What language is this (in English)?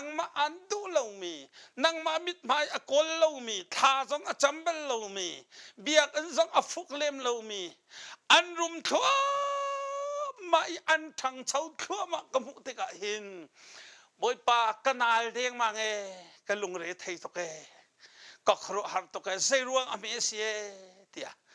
Hakha Chin